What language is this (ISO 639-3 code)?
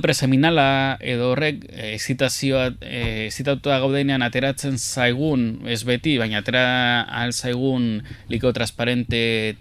eus